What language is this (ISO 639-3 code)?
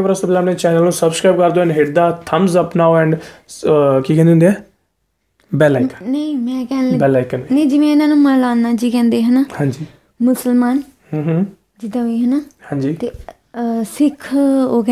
pan